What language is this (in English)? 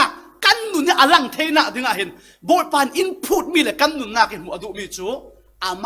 Falam Chin